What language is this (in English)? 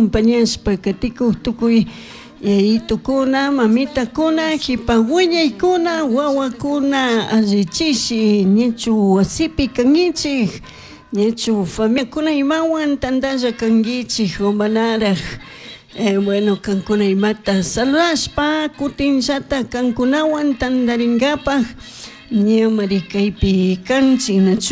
Chimborazo Highland Quichua